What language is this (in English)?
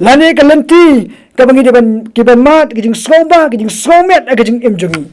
Khasi